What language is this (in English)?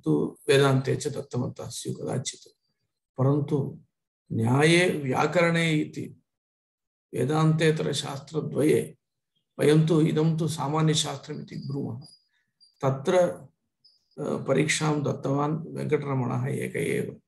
Sanskrit